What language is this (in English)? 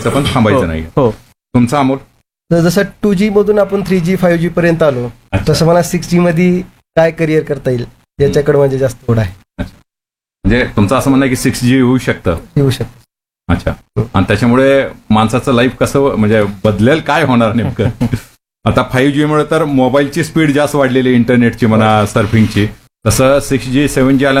Marathi